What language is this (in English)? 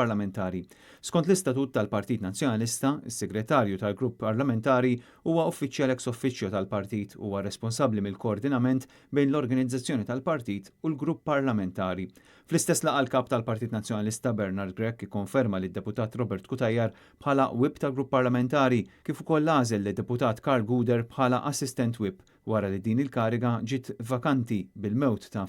Maltese